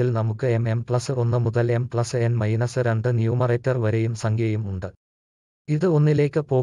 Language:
Malayalam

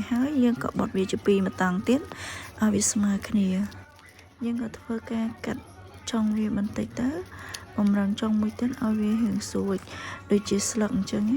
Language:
Khmer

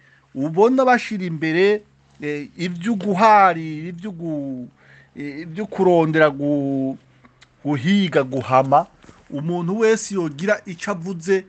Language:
Rundi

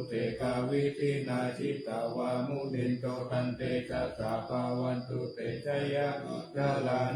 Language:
Pali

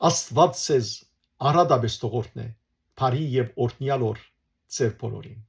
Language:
Western Armenian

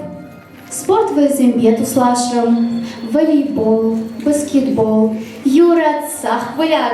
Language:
Chuvash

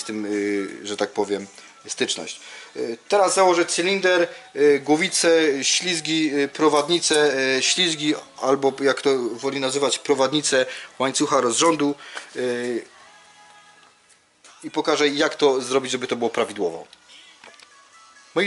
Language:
Polish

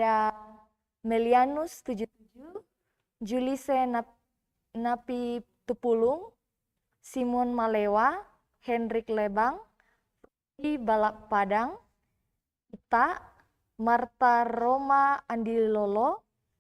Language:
Toraja-Sa'dan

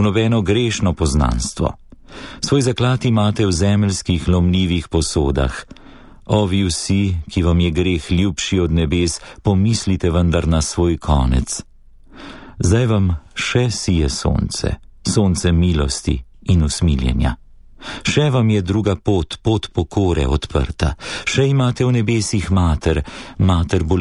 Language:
Slovenian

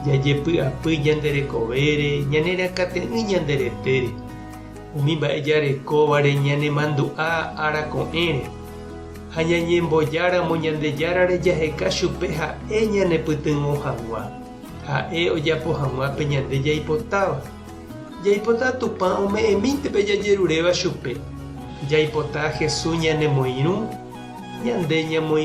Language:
Guarani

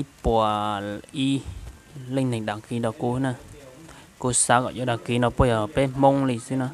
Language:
Hmong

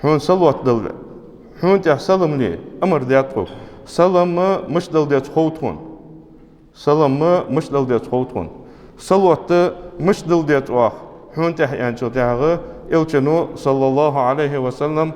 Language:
Ingush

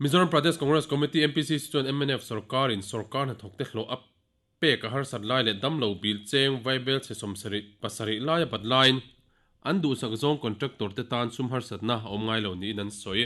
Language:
Mizo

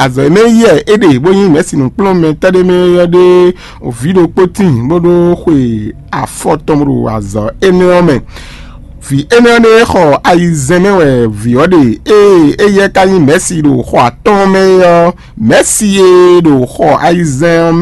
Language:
Fon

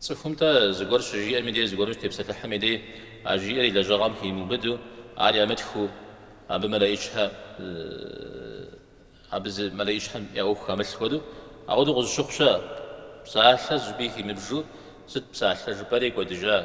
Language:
Kabardian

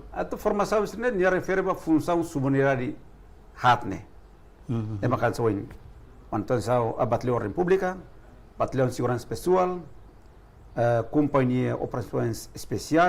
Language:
Tetum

